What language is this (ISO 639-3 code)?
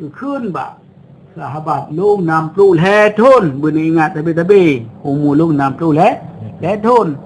ace